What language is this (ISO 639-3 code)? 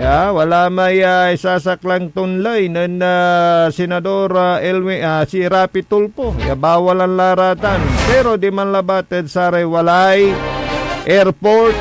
pag